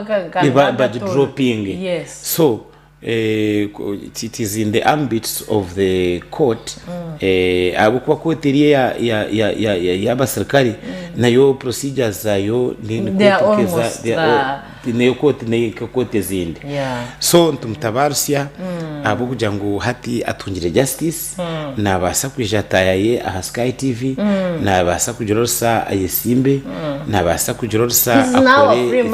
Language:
Nyankole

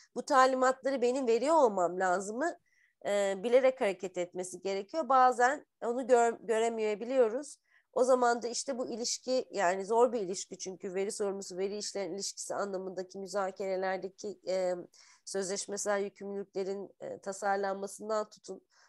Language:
Turkish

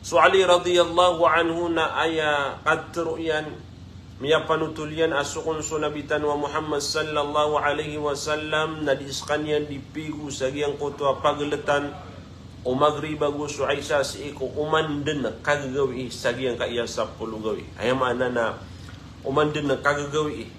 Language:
Maranao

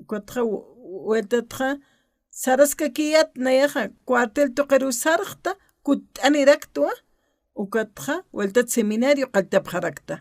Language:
Aymara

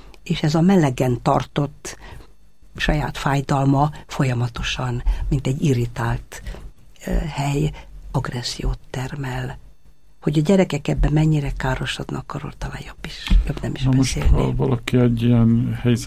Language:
Hungarian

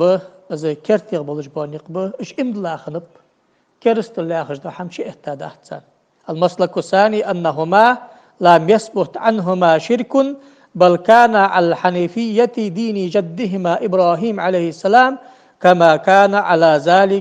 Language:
Ingush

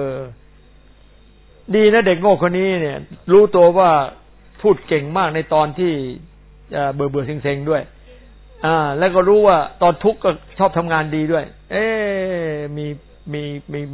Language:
Thai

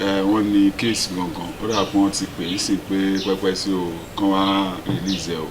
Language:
Yoruba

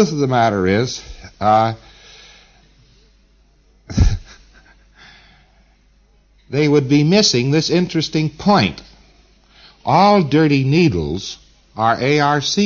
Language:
English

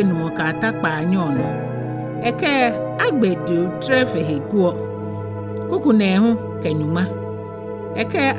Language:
Ga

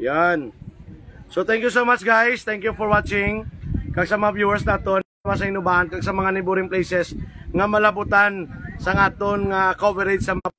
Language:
Hiligaynon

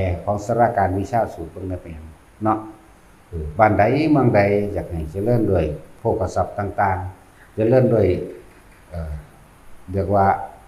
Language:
Northeastern Thai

